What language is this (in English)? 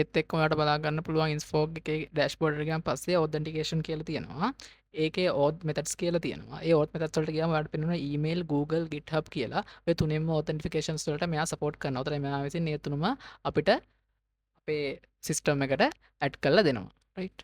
Sinhala